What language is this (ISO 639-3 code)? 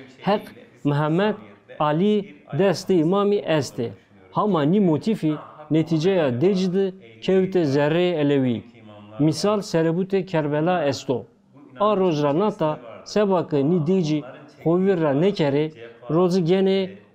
zza